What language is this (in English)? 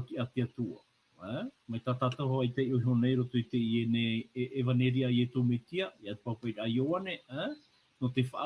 Tahitian